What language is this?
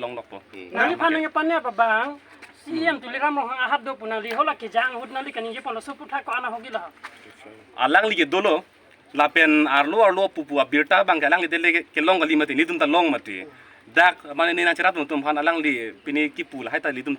Karbi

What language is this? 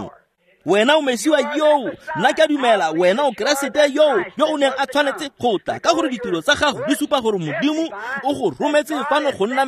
Tswana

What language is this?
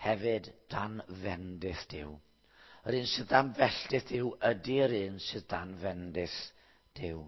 Welsh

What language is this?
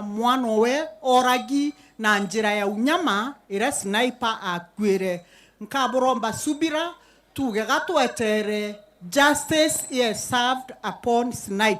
Meru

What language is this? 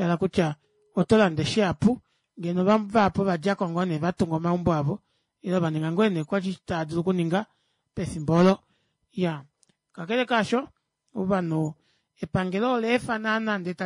Kuanyama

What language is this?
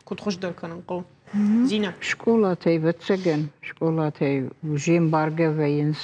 Ossetic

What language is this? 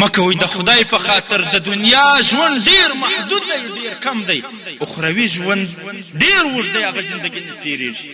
Pashto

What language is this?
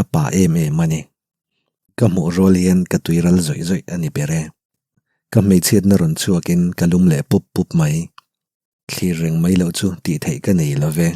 Mizo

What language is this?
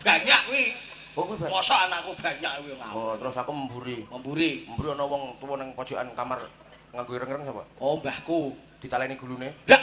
Javanese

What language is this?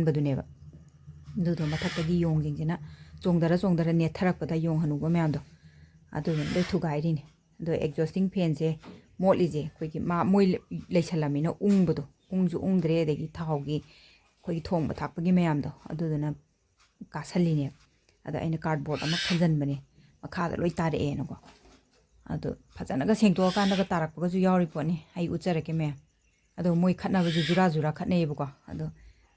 Manipuri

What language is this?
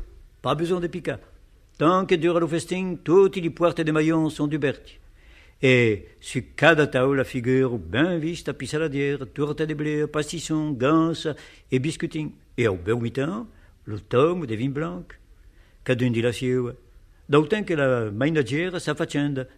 Occitan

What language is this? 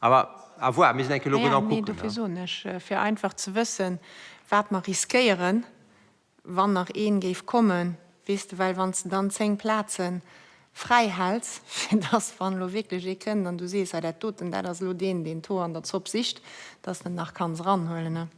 Luxembourgish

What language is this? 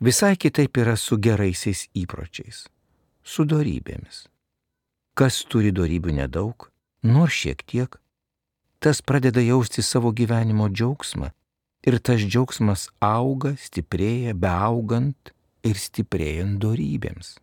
Lithuanian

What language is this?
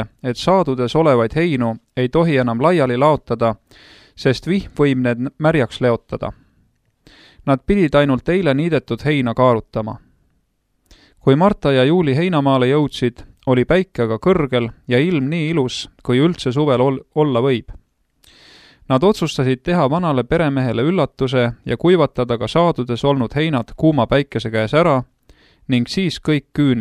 Estonian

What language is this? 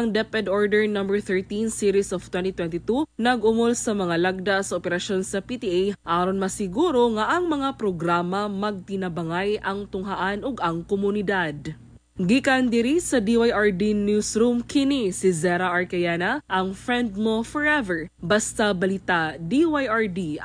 Cebuano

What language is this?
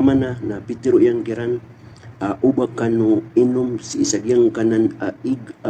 Maranao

